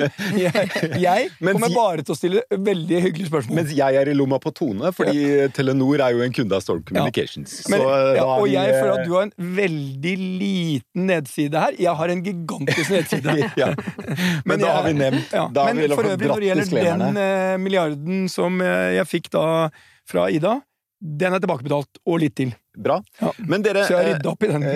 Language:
Norwegian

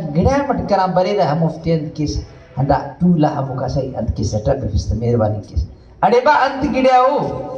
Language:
Brahui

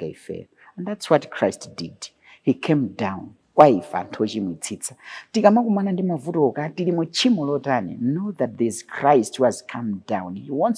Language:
Nyanja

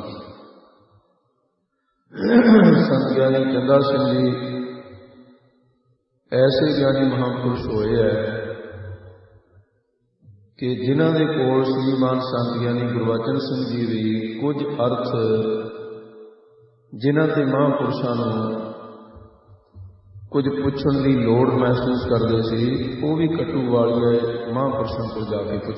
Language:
Punjabi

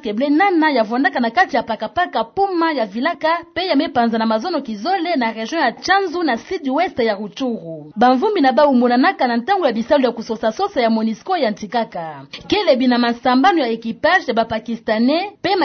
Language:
Kituba (Democratic Republic of Congo)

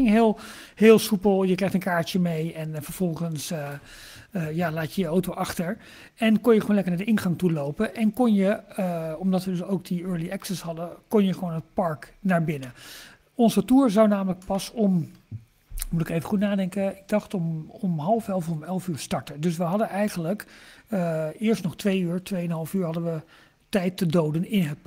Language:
Dutch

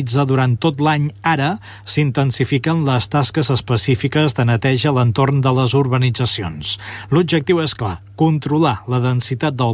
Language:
Catalan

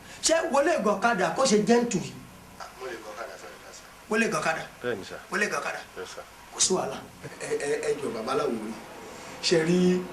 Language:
Yoruba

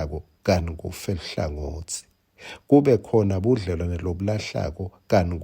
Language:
Swati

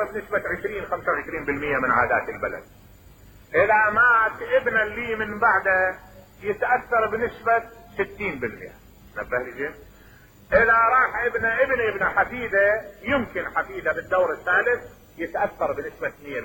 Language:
Mesopotamian Arabic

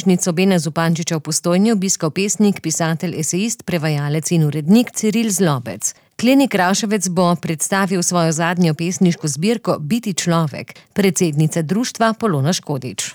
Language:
Slovenian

